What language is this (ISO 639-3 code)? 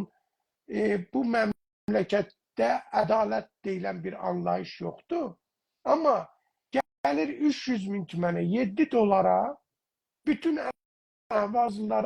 azb